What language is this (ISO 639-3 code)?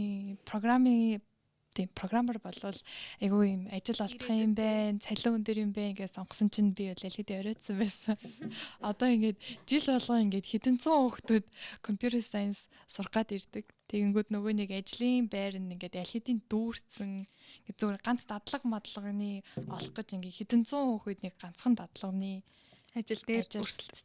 mon